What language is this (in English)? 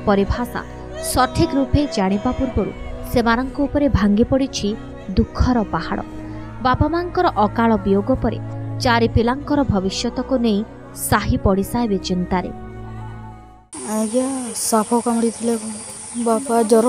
Odia